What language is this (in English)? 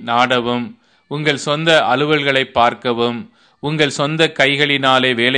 Tamil